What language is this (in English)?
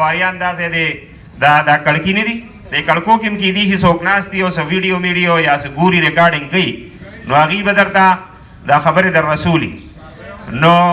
Pashto